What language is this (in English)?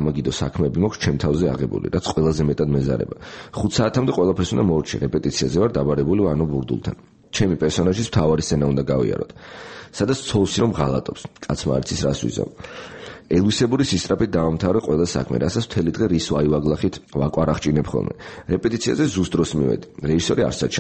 Georgian